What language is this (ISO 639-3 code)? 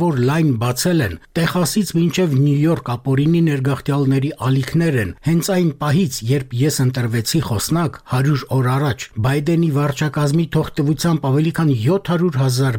hye